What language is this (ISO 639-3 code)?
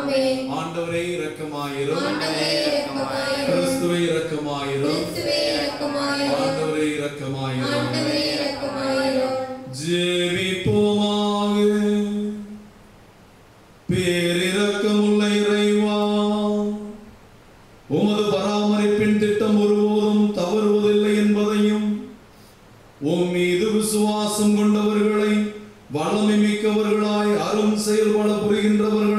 tam